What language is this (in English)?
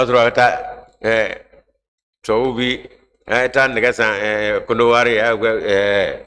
Bambara